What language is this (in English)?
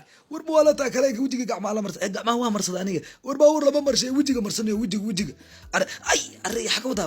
Somali